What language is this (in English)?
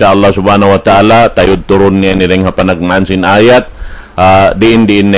Tausug